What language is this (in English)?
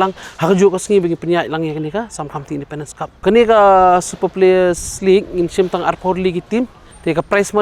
Khasi